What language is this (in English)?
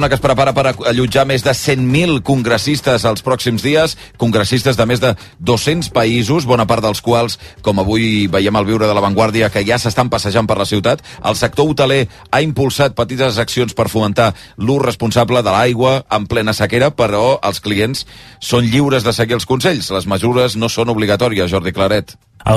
Catalan